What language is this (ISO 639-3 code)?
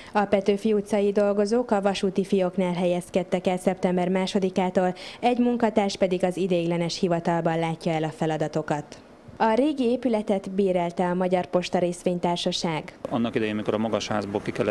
hun